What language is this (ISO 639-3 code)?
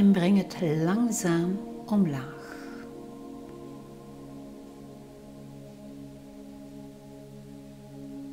nld